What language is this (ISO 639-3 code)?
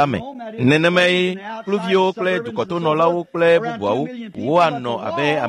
ewe